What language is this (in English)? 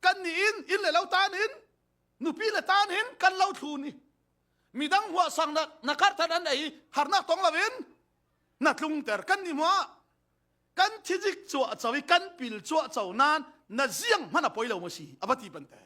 Falam Chin